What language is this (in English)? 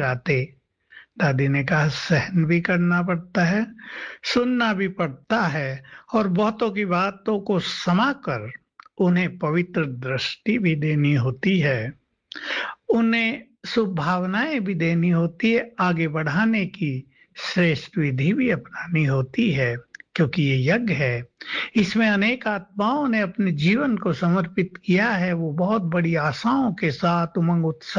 Hindi